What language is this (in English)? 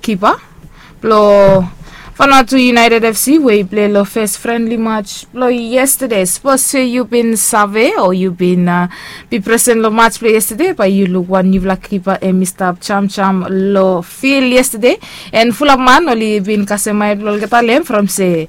Bislama